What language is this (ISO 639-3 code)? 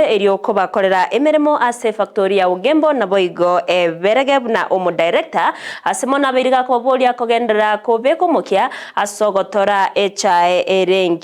guz